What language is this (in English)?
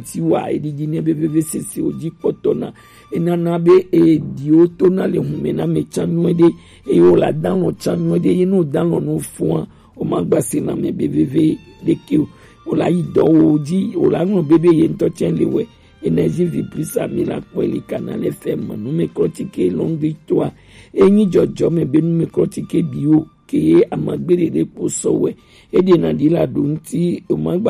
Gen